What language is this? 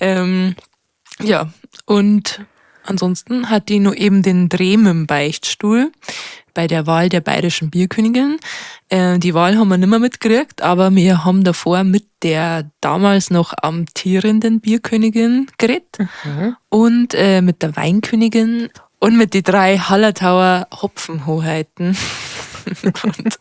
Bavarian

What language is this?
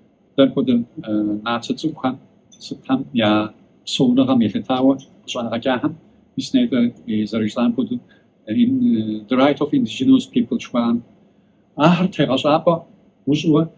Kabardian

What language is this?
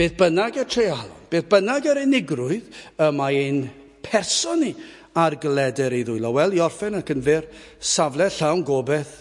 Welsh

